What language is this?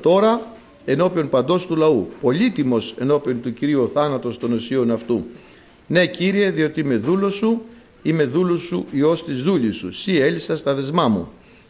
Greek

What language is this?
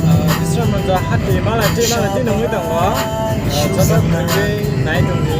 Kok Borok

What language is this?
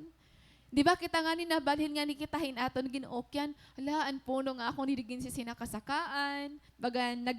Waray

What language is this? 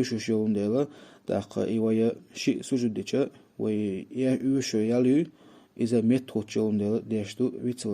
Chechen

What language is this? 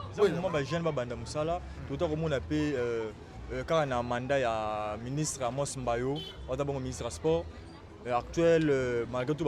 Lingala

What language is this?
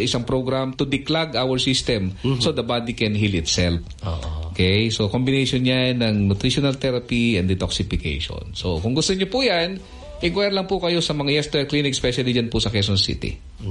Filipino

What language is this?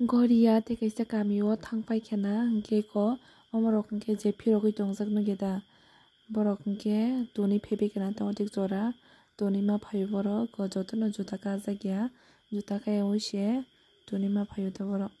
Kok Borok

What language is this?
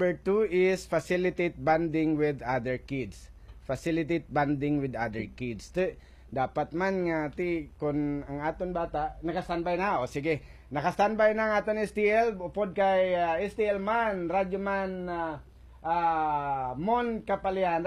Hiligaynon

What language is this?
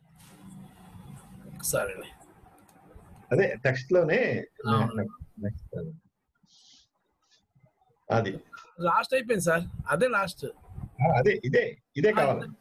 Telugu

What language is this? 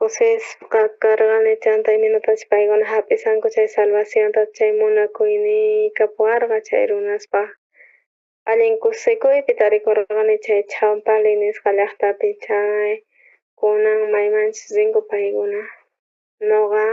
South Bolivian Quechua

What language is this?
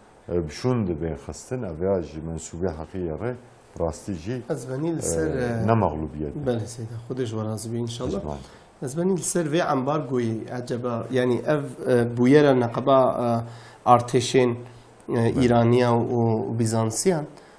Kurdish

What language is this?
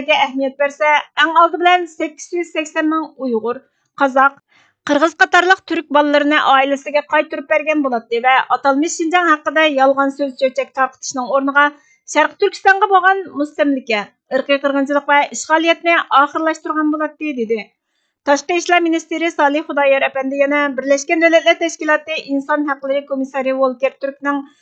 Uyghur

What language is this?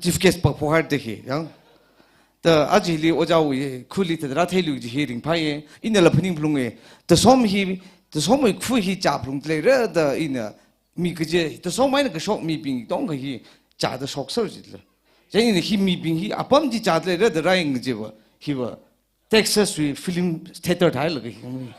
Tangkhul Naga (India)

